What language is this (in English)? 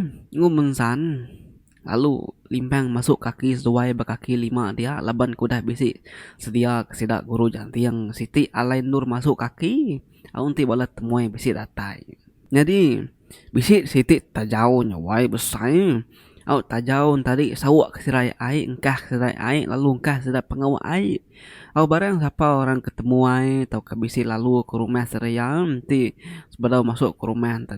Iban